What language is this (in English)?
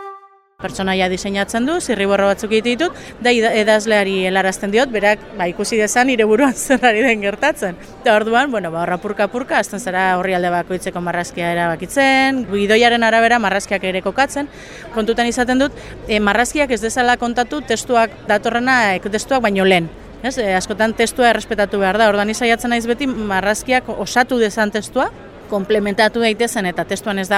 Basque